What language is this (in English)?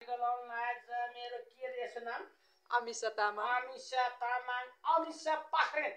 Nepali